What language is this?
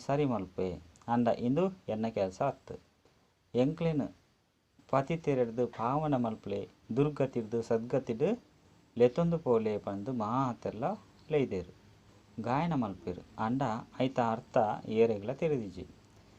Tulu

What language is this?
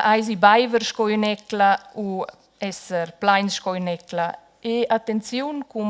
Romansh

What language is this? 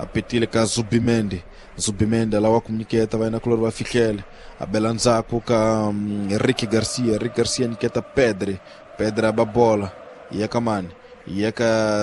Tsonga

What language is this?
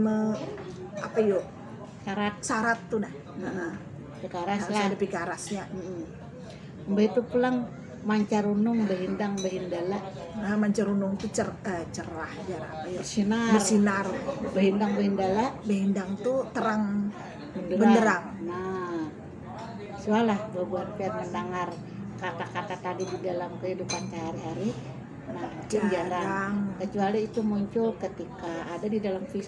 Banjar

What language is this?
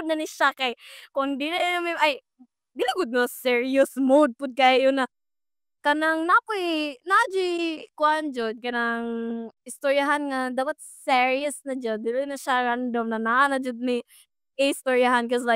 Cebuano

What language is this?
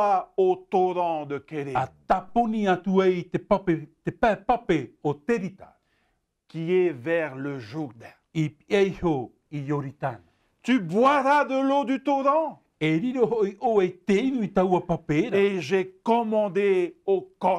Tahitian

